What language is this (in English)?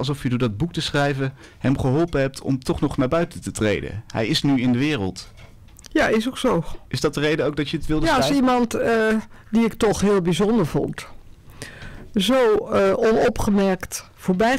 Dutch